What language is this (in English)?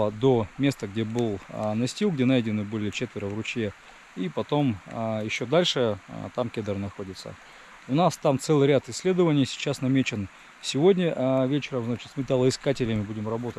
Russian